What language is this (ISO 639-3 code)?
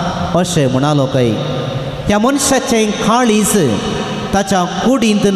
kok